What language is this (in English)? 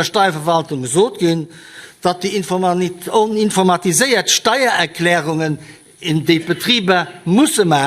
Luxembourgish